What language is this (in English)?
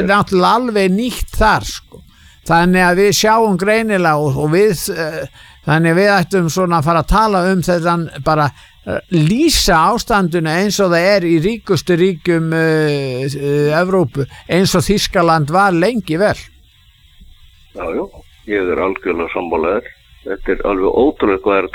Icelandic